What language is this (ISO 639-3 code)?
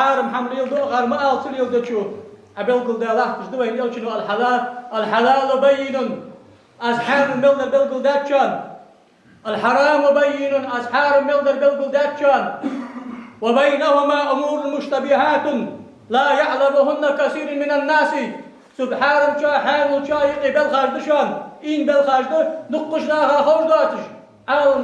inh